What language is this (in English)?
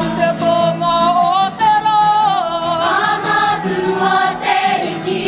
Māori